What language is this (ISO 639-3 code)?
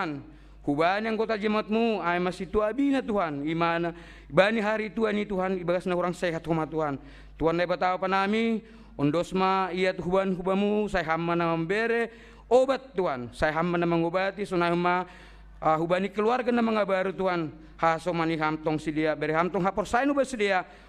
bts